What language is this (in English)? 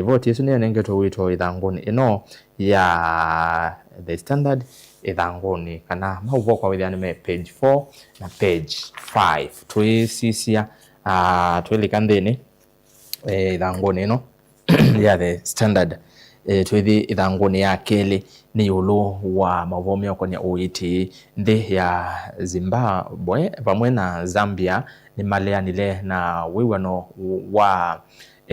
Kamba